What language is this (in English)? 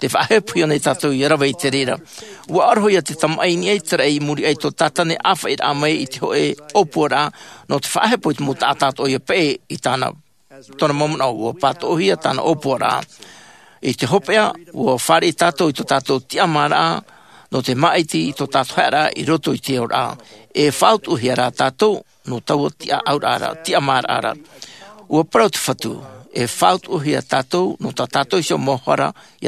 Tahitian